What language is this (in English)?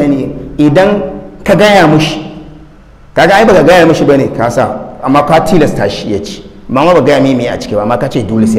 Hausa